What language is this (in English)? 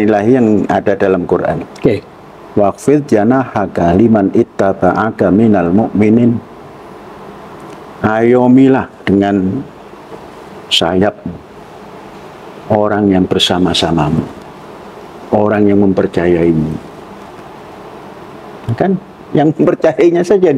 Indonesian